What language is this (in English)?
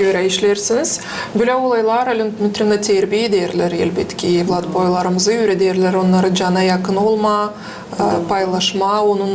Gagauz